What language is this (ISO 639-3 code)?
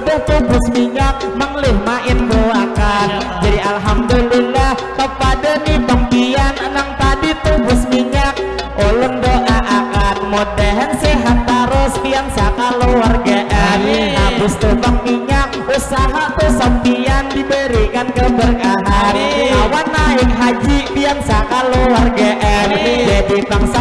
bjn